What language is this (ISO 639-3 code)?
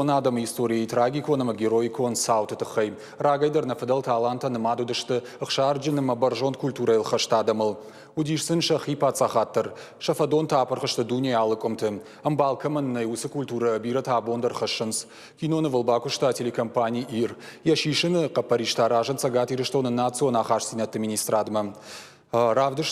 oss